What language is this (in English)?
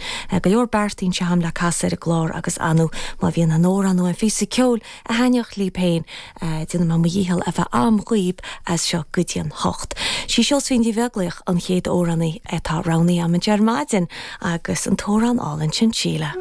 Irish